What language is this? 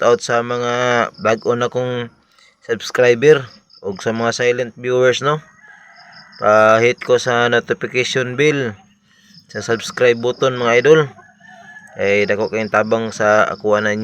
Cebuano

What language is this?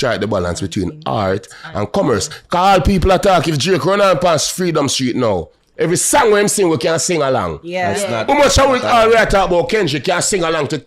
Jamaican Creole English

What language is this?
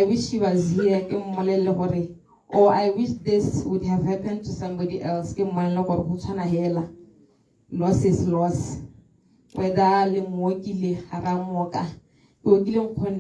Tswana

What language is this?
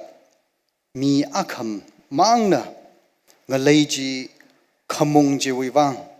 Tangkhul Naga (India)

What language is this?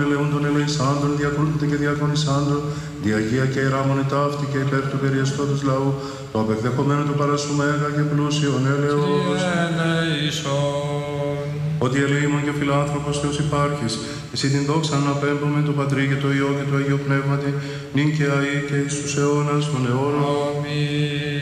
Greek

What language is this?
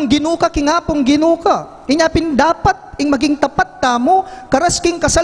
Pampanga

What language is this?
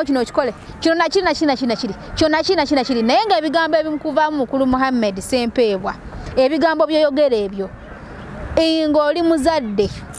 Ganda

